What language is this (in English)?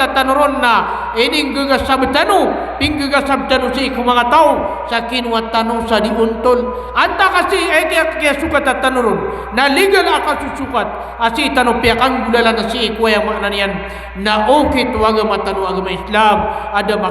Maranao